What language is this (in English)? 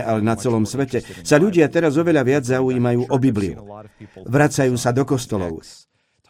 Slovak